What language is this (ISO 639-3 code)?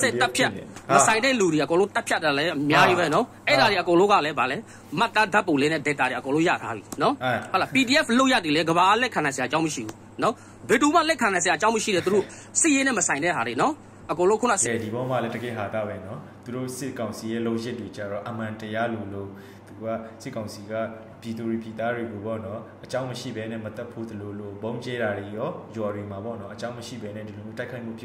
mya